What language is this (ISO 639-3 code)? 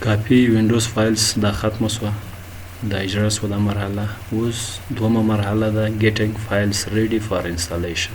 pus